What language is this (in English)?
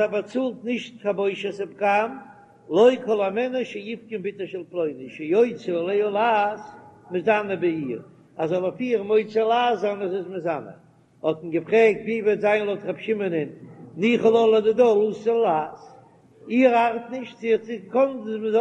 Yiddish